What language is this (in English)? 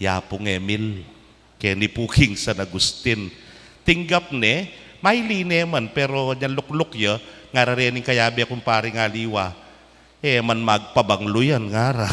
Pampanga